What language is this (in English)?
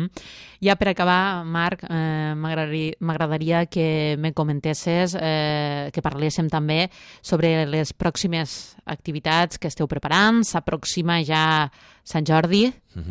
Catalan